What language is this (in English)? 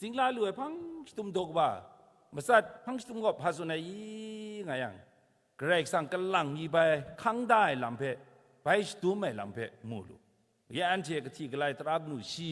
Kachin